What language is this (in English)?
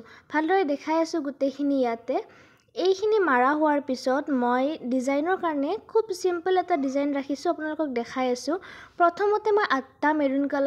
Assamese